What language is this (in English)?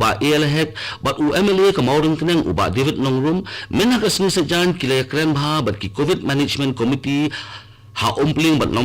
Khasi